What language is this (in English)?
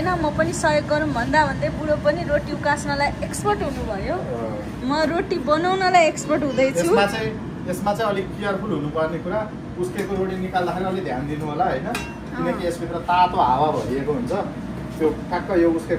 Nepali